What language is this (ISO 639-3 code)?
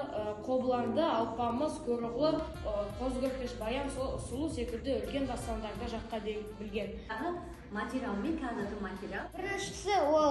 kaz